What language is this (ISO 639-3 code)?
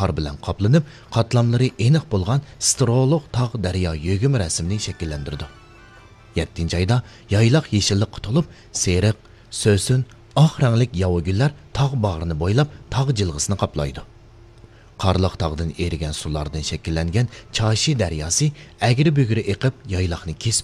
uig